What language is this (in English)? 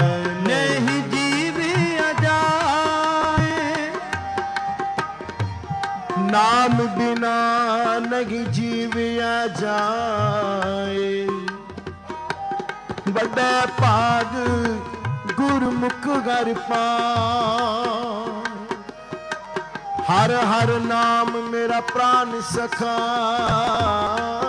Punjabi